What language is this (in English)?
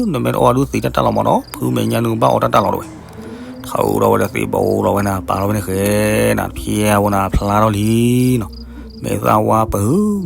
S'gaw Karen